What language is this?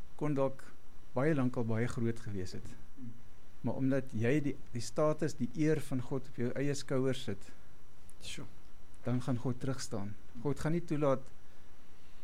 Afrikaans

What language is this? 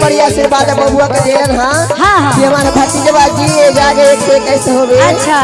Magahi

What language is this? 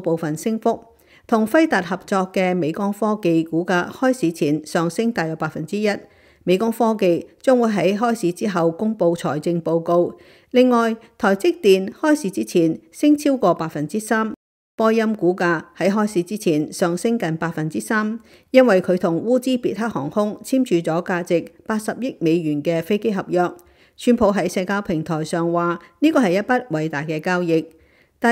Cantonese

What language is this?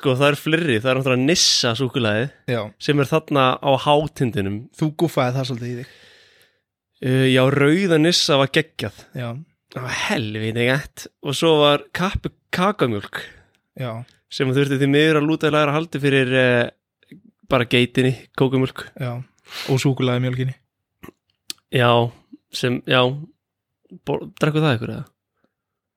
Icelandic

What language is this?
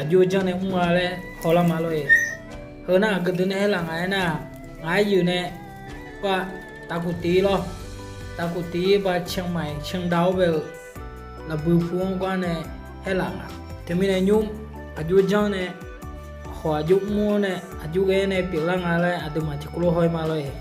Akha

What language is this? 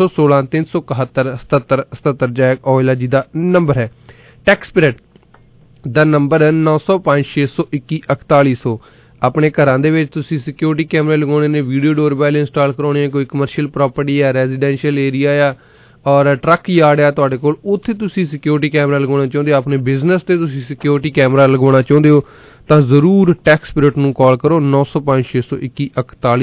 Punjabi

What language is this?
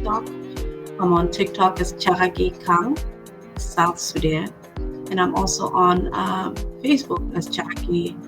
Acoli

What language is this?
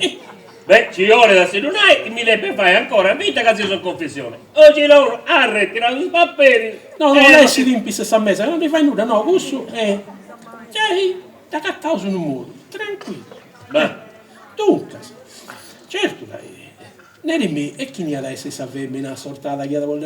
Sardinian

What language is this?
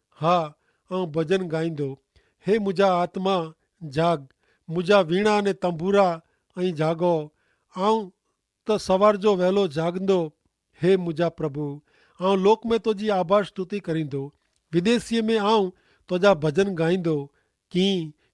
Kachhi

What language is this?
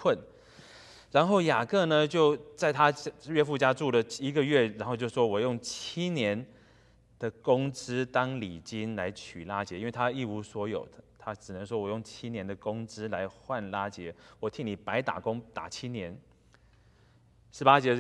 Chinese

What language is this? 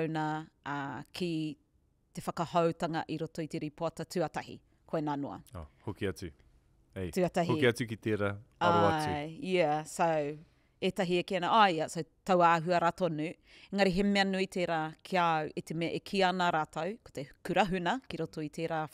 Māori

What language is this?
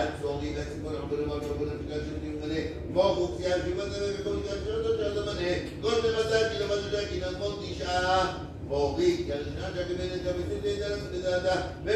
Hebrew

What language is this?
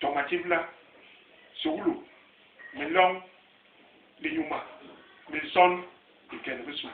Basaa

